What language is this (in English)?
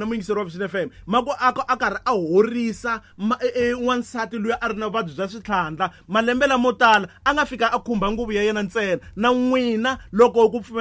Tsonga